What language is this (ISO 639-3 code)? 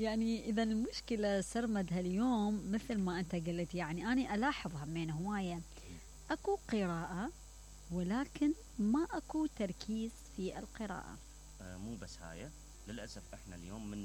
acm